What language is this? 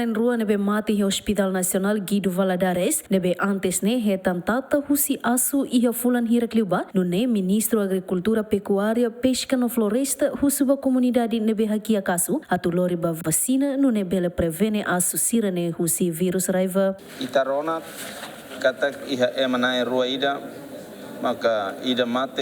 Tetum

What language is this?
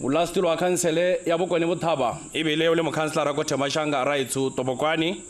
Tswana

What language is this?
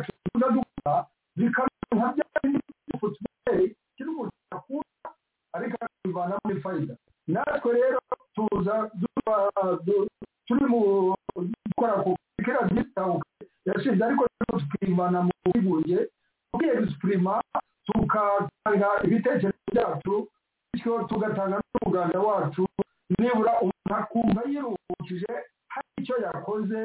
Kinyarwanda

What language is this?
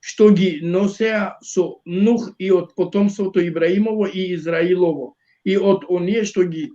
Balkan Romani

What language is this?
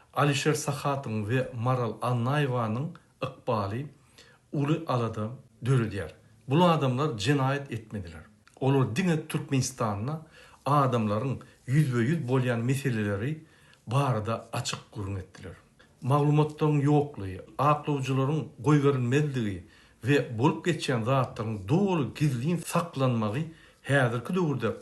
Turkmen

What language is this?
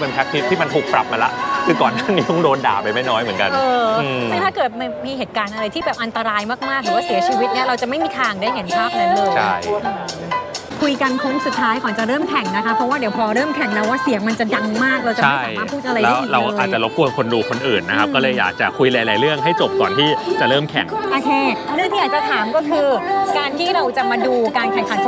Thai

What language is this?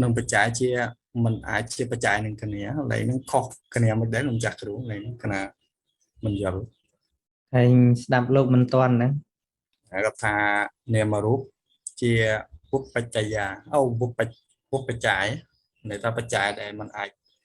Khmer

